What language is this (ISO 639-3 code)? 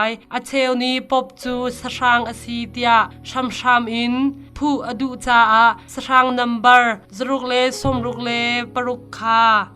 cnh